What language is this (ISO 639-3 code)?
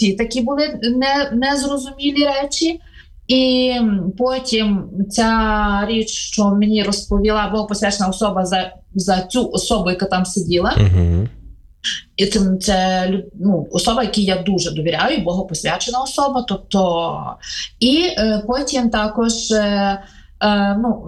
ukr